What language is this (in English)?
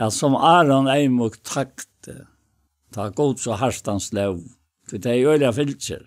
Faroese